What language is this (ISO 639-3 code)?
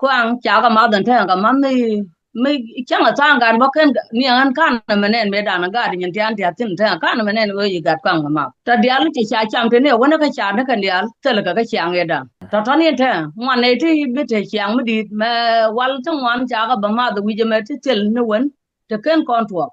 nus